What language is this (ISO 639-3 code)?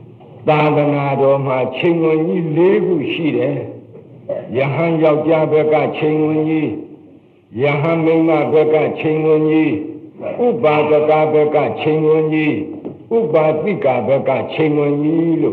mya